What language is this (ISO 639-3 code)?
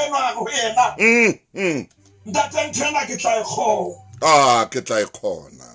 sot